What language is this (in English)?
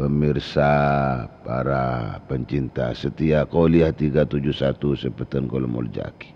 Madurese